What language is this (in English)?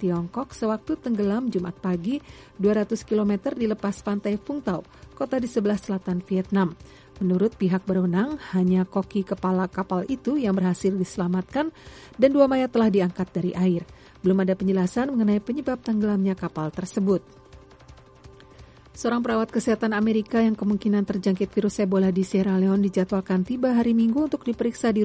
Indonesian